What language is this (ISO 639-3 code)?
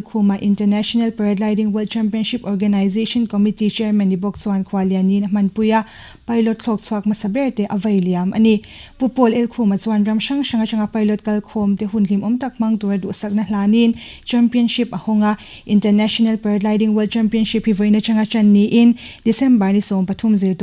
lus